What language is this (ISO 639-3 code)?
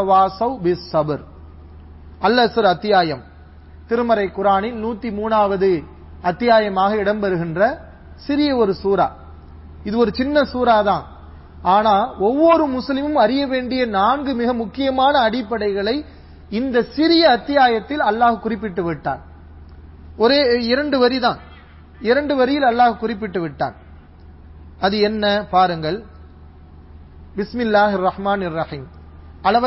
tam